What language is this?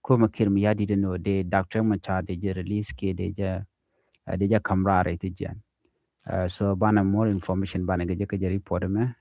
Nuer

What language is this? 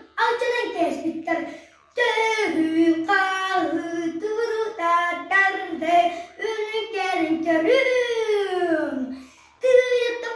Yakut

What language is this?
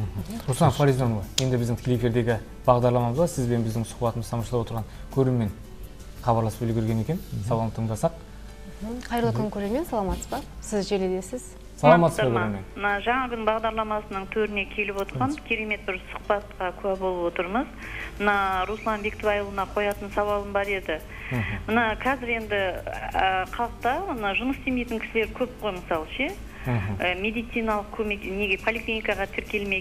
Kazakh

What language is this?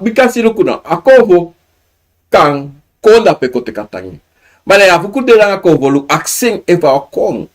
Sranan Tongo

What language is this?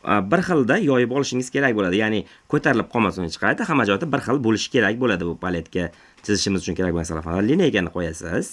Uzbek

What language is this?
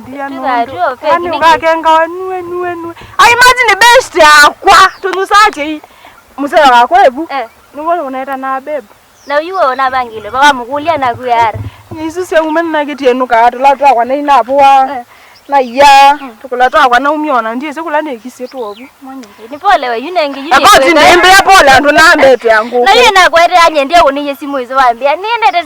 Kamba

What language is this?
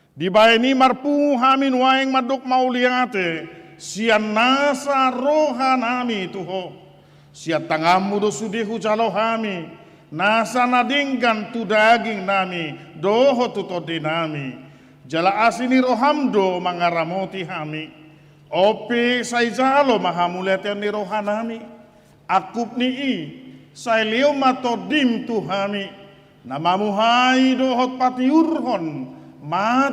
Batak Toba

